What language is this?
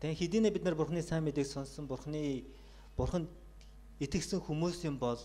Mongolian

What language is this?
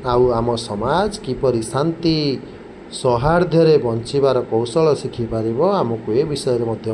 Odia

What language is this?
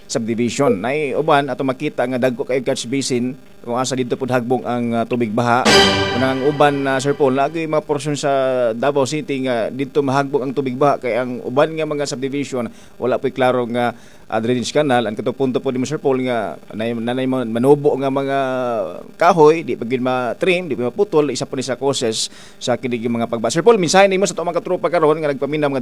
Cebuano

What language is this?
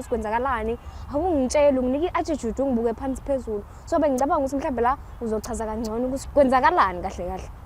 Zulu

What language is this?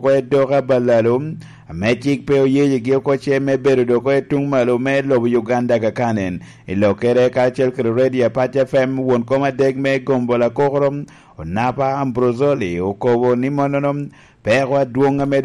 Lango (Uganda)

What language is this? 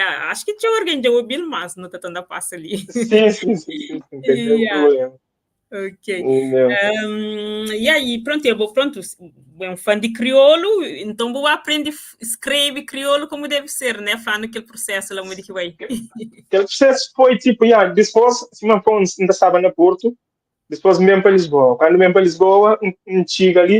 Kabuverdianu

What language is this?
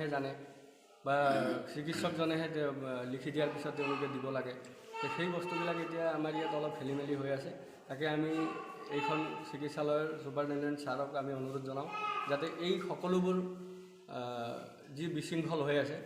Assamese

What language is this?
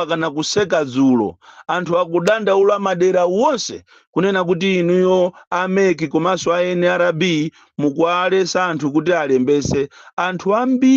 Nyanja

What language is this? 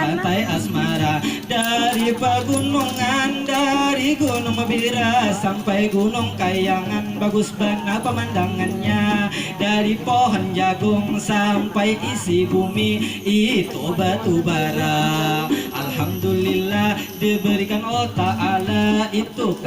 Banjar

